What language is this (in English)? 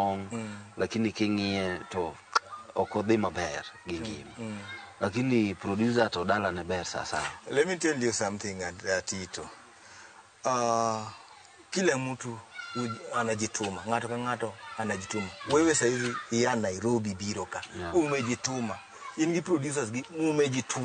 Luo (Kenya and Tanzania)